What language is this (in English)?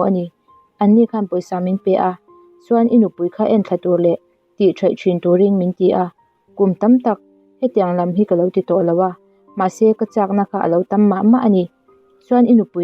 Mizo